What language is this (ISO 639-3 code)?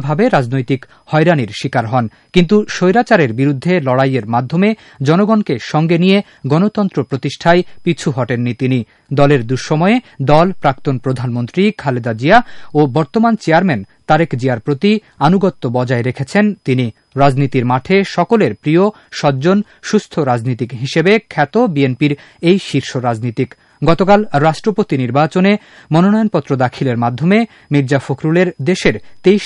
ben